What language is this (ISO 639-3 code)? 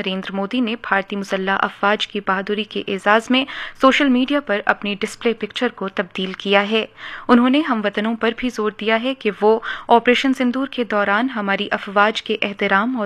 urd